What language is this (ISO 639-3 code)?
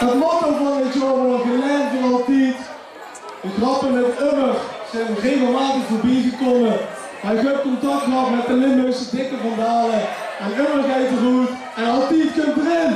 lim